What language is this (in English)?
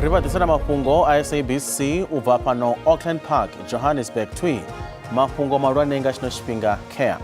Venda